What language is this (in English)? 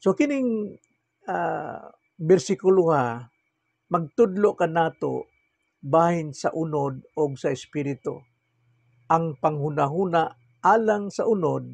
Cebuano